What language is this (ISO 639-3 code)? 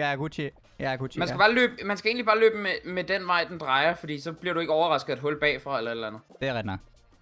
dan